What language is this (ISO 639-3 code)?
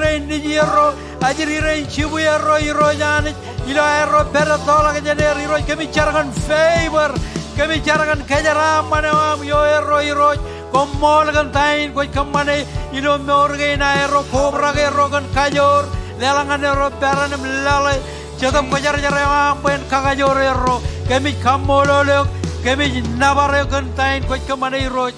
mah